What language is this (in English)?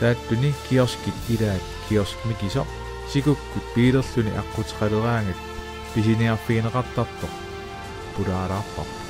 Kalaallisut